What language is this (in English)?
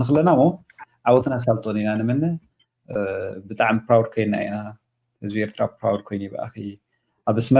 Tigrinya